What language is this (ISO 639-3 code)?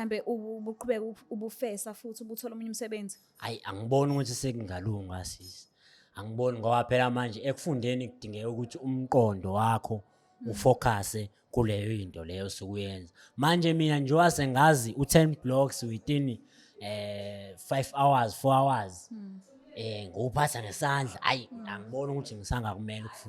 zul